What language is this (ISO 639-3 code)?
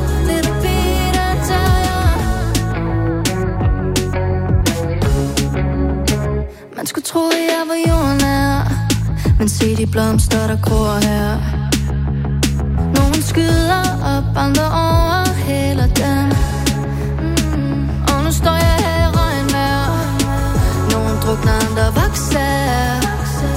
dan